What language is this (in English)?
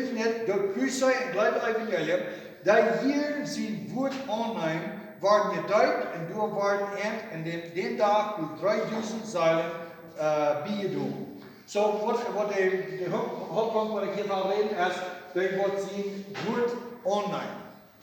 Plautdietsch